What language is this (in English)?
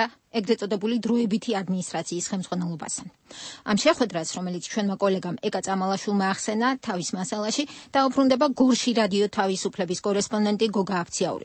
Georgian